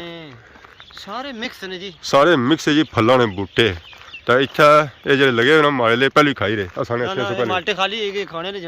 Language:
Pahari-Potwari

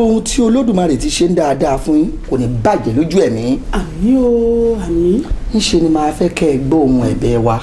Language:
Yoruba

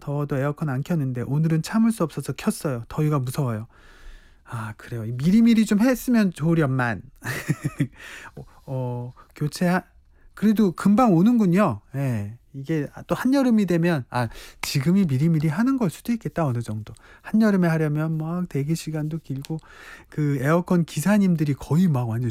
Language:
Korean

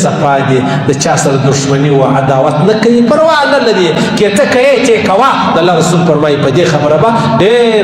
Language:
Pashto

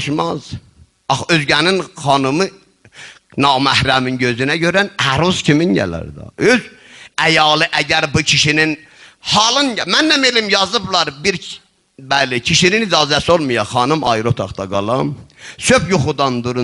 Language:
South Azerbaijani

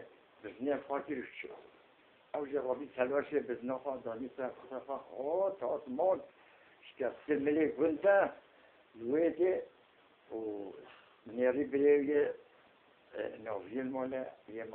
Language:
Kurdish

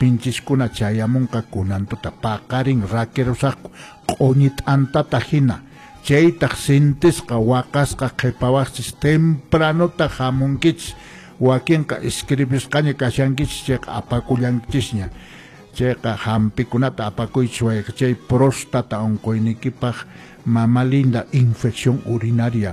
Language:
Quechua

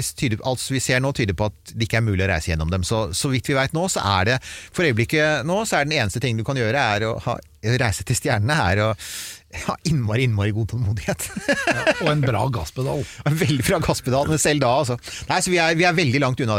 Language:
Norwegian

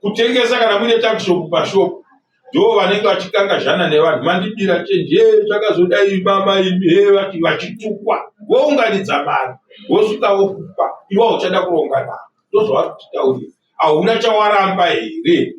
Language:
Shona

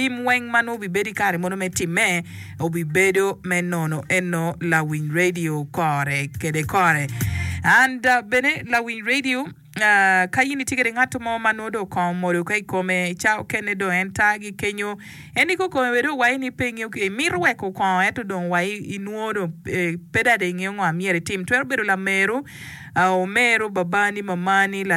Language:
Acoli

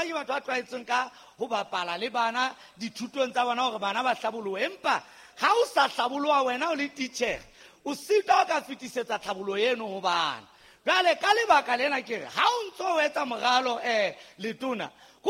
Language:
Southern Sotho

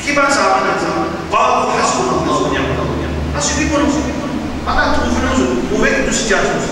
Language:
Morisyen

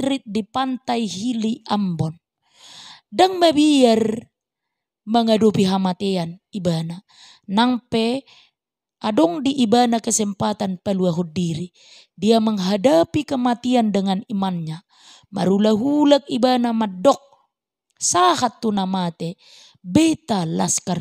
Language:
Batak Toba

